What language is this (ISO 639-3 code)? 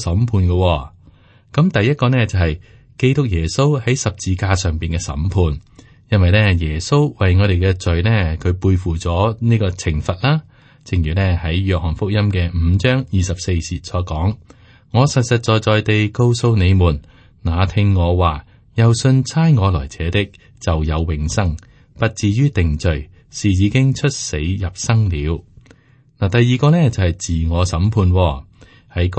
yue